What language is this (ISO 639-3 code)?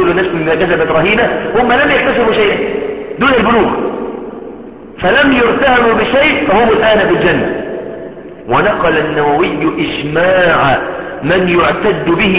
ara